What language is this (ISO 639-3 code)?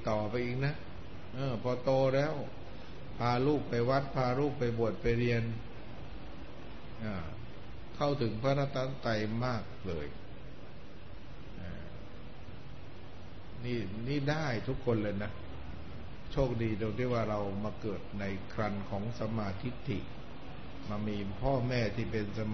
tha